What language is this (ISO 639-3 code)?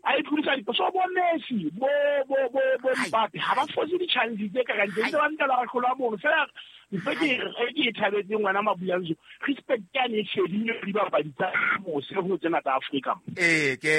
sot